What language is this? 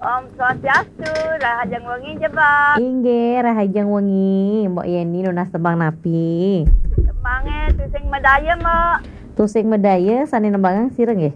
Balinese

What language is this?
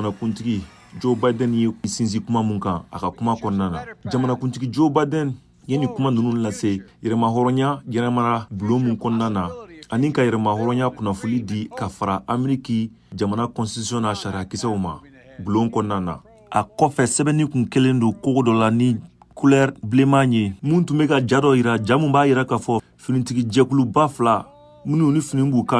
Bambara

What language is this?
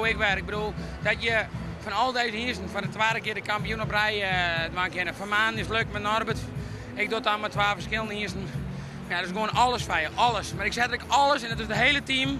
Western Frisian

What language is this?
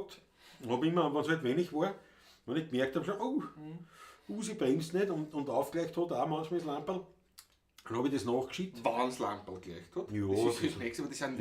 Bavarian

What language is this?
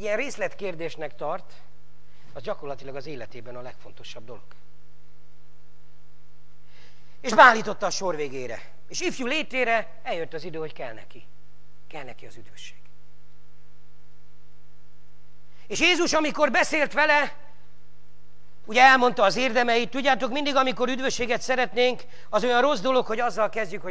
Hungarian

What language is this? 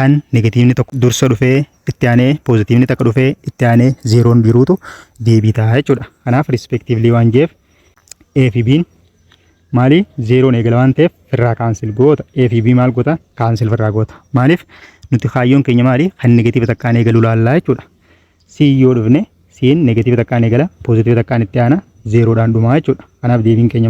Oromo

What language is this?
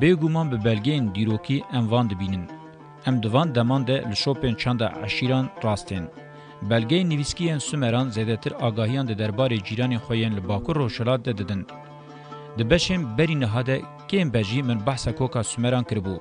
Kurdish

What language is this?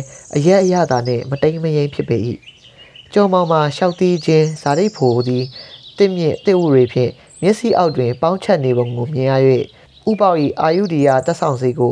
Burmese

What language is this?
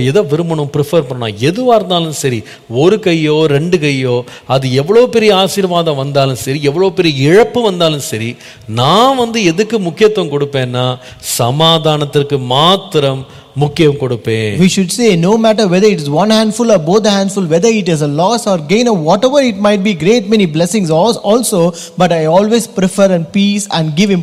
Tamil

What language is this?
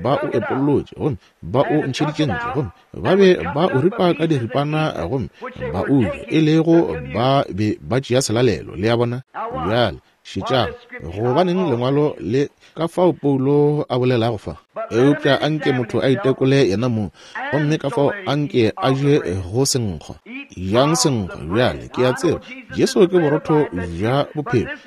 Northern Sotho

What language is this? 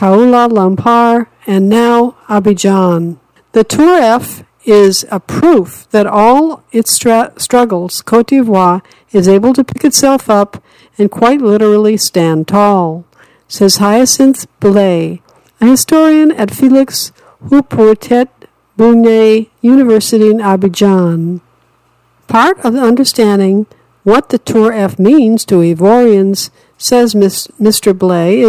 English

